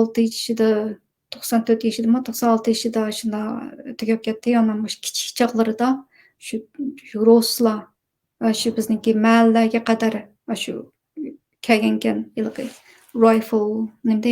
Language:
Uyghur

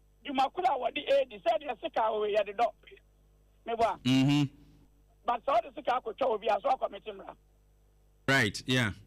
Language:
Akan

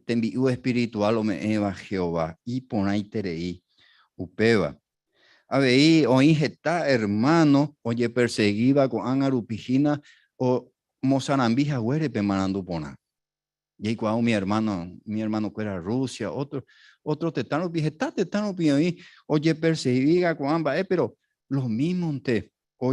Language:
Guarani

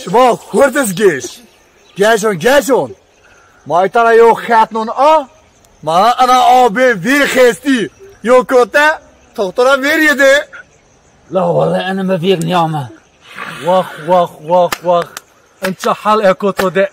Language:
Zaza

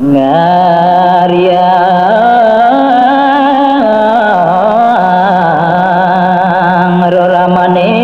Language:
Balinese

